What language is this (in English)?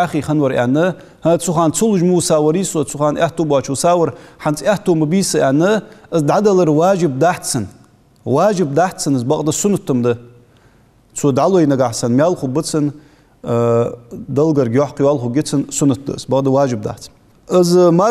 Ingush